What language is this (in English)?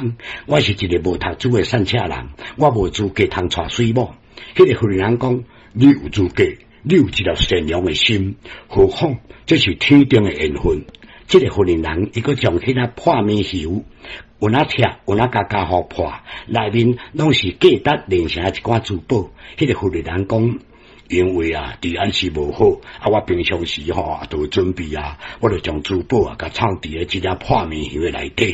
Min Nan Chinese